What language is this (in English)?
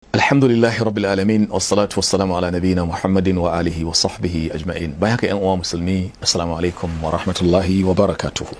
Hausa